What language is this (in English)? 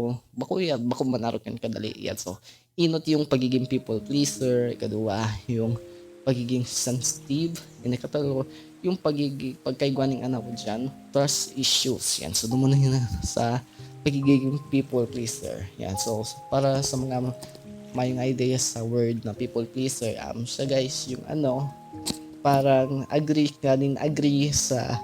Bikol